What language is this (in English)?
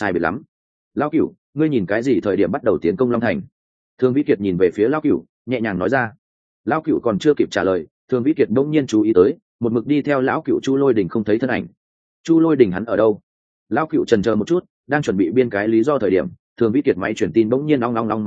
Vietnamese